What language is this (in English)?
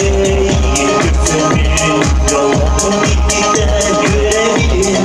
Yakut